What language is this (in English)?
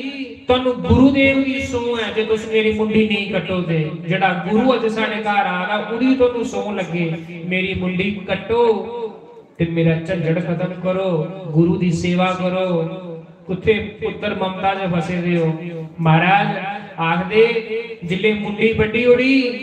Dogri